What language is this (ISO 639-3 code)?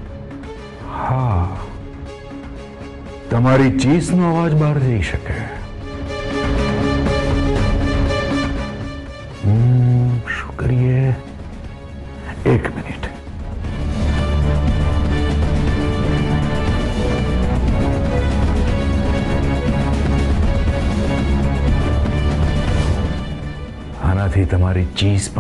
guj